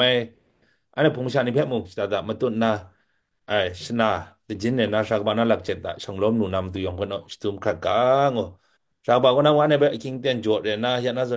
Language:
Kachin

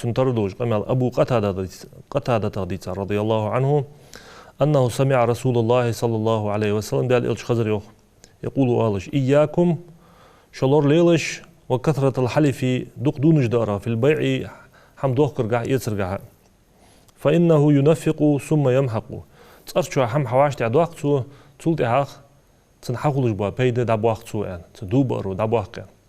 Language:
Ingush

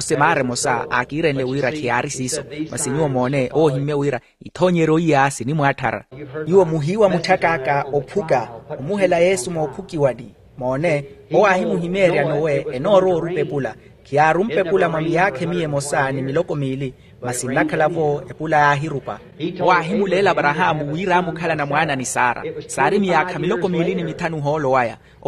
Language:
Makhuwa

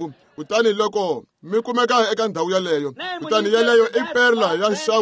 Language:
Tsonga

